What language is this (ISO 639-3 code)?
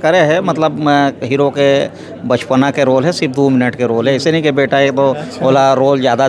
hne